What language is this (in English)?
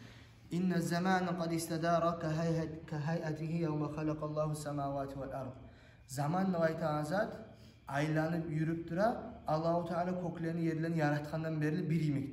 Kumyk